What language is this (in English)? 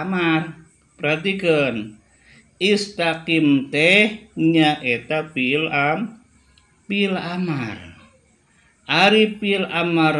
Sundanese